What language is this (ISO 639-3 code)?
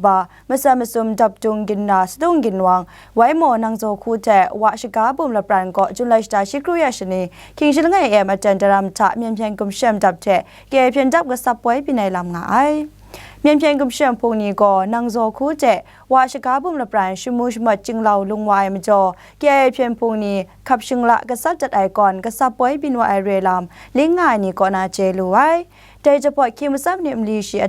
kac